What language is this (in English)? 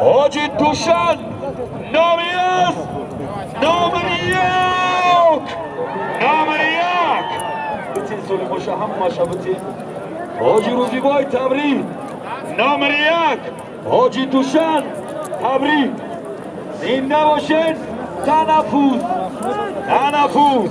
Tajik